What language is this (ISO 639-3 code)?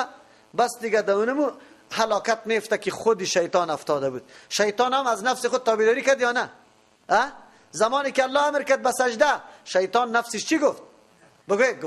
fas